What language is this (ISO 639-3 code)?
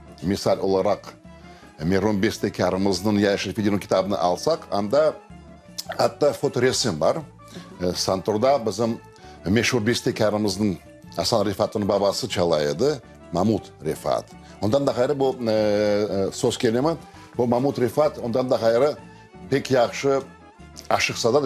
crh